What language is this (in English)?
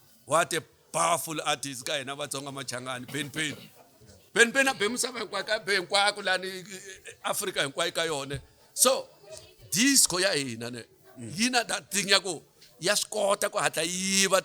Tsonga